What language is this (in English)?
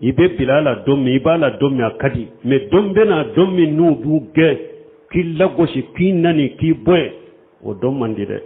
Bambara